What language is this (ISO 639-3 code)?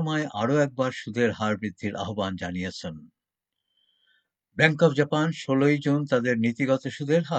ben